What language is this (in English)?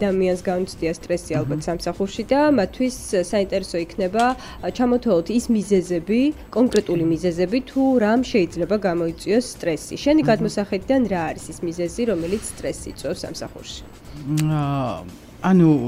Georgian